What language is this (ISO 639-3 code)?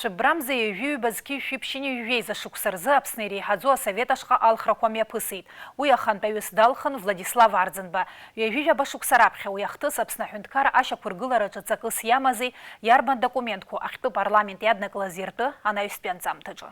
abk